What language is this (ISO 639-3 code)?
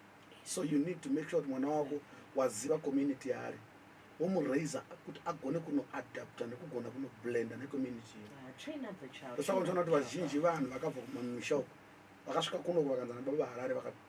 sna